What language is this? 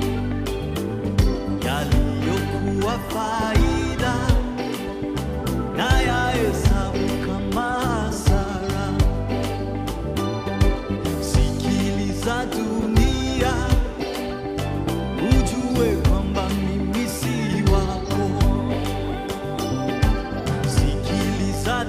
Swahili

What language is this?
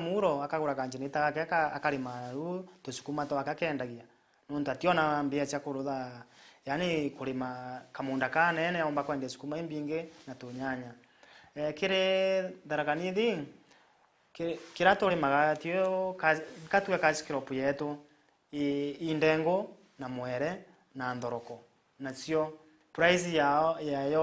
Meru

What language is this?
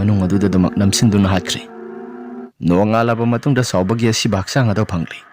Manipuri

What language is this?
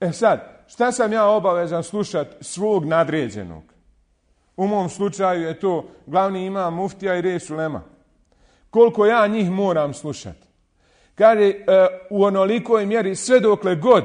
Bosnian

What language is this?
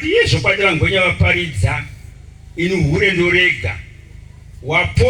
Shona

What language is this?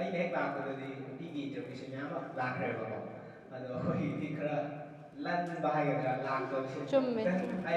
Manipuri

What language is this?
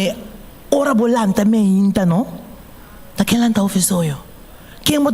Papiamento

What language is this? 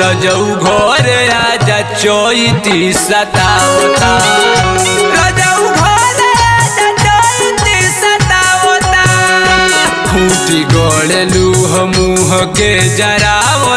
Bhojpuri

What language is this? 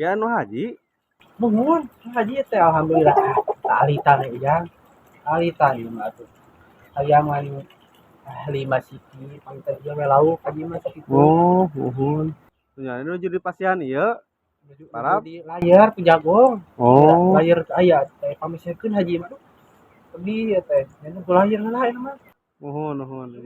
Sundanese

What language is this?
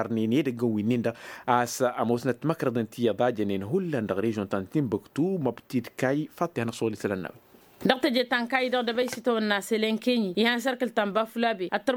Tamasheq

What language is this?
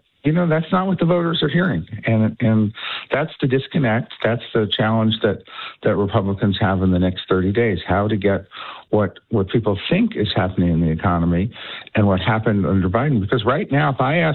English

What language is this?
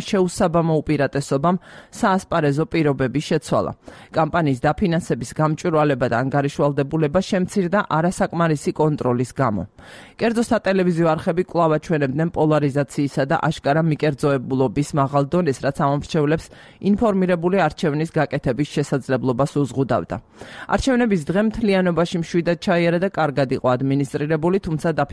Georgian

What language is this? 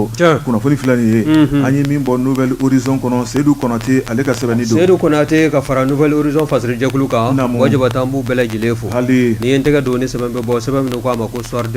Bambara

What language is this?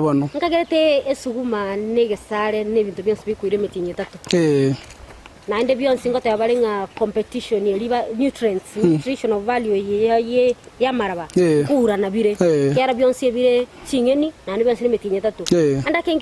Gusii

